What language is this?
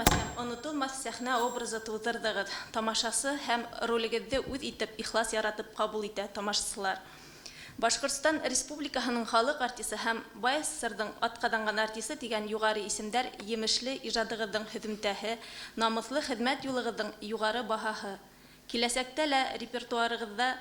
Bashkir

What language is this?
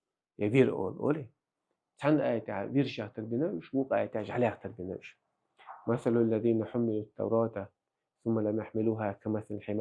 Chechen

